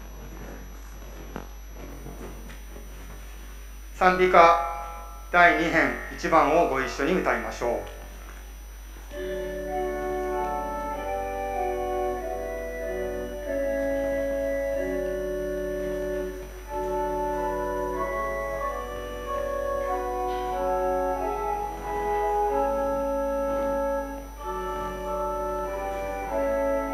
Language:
Japanese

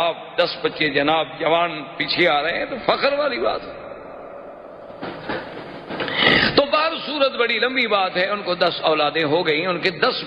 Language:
Urdu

